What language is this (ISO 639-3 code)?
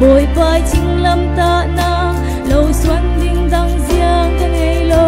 cfm